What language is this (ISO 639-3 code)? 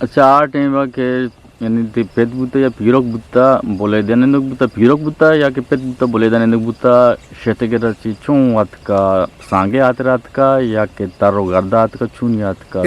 bgp